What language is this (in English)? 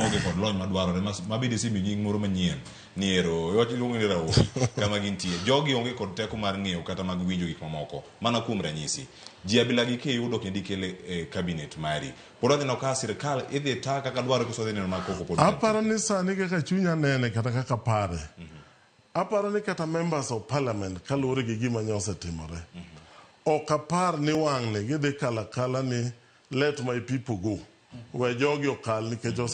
Luo (Kenya and Tanzania)